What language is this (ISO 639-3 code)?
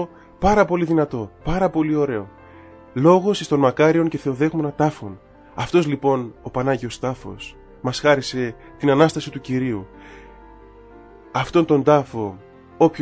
ell